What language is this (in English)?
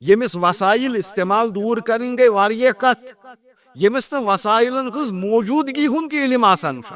Kashmiri